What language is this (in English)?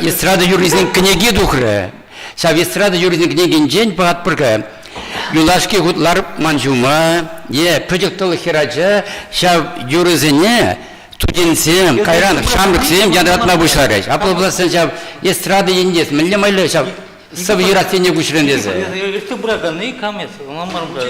Chuvash